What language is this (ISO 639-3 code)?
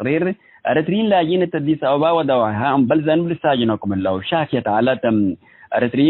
tig